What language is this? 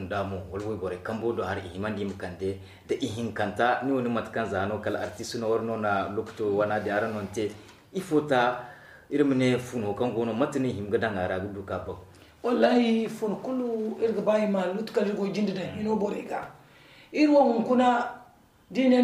Zarma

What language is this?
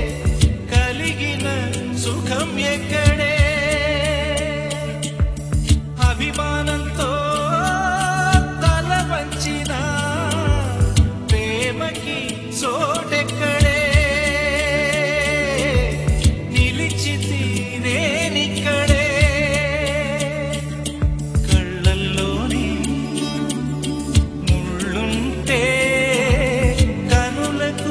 Telugu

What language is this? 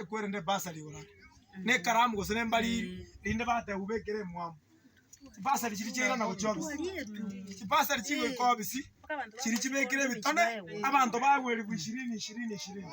Gusii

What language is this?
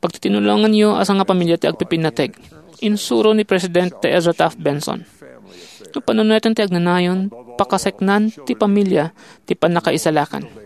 Iloko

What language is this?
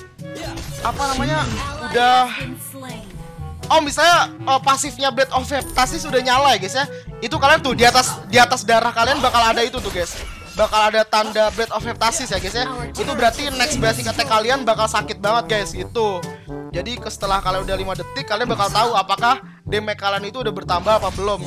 Indonesian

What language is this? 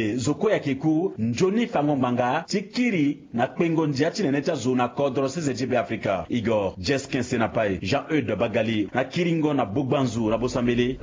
Sango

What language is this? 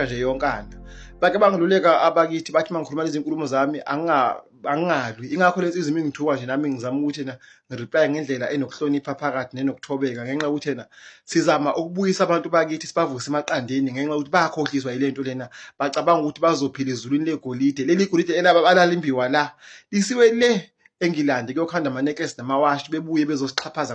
Zulu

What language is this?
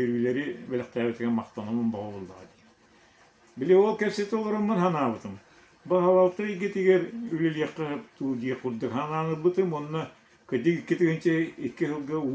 Yakut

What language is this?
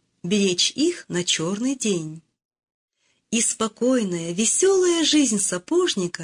Russian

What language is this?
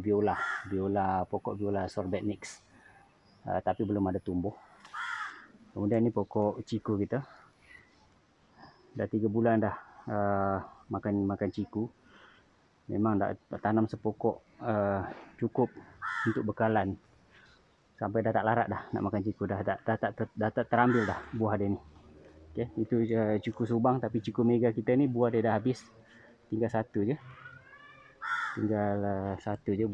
Malay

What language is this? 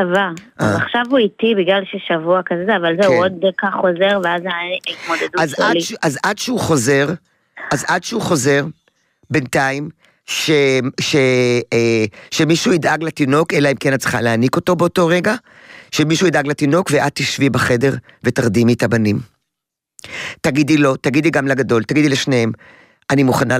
Hebrew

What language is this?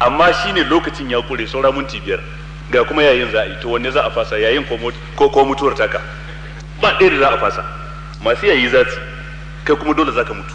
Hausa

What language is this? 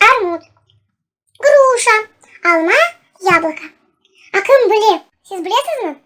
Crimean Tatar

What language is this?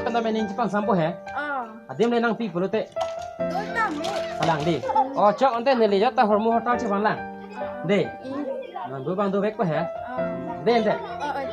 Karbi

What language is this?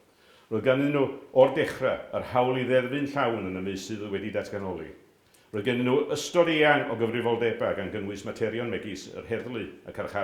Welsh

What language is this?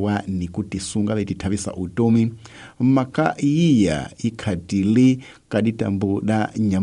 Tsonga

